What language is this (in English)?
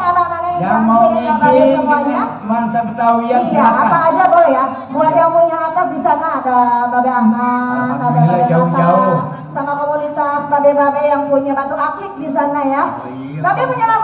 Betawi